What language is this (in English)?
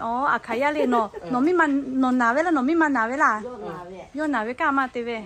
Lahu